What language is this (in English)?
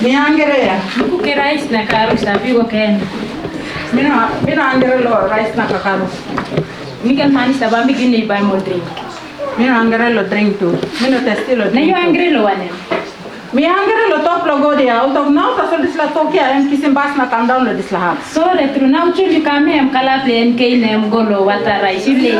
Tok Pisin